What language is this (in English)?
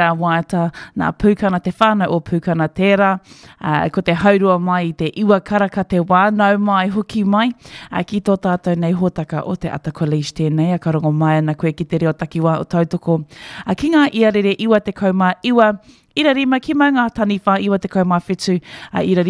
Māori